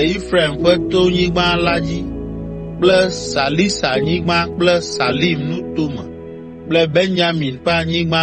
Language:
Ewe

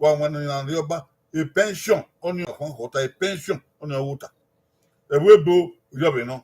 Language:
Bini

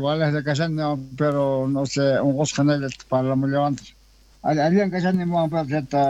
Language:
South Bolivian Quechua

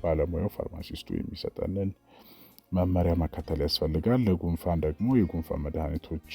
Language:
Amharic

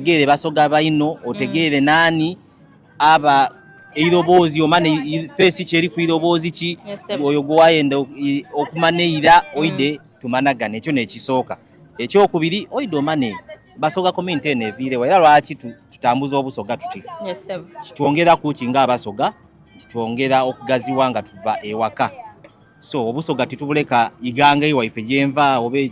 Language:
Soga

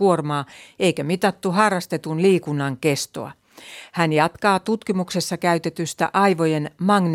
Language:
Finnish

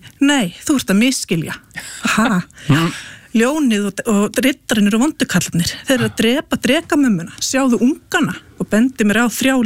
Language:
Icelandic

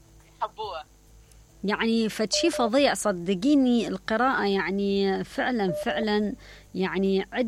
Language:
Mesopotamian Arabic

